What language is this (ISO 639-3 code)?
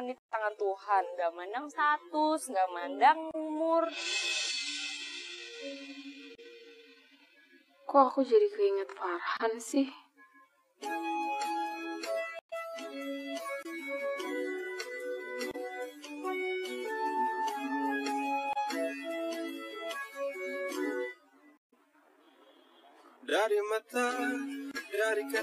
ind